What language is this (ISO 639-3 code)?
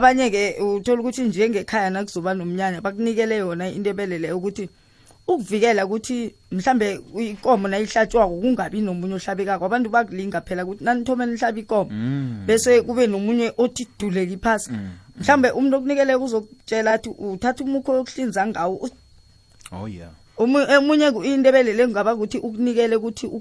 nbl